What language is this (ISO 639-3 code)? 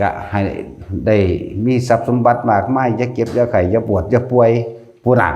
lao